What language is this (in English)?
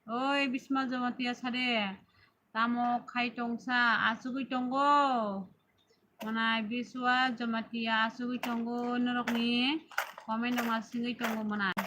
Kok Borok